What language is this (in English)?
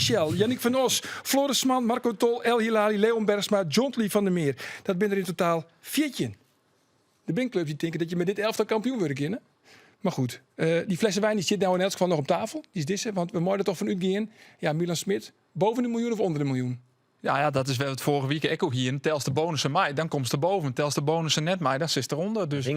Western Frisian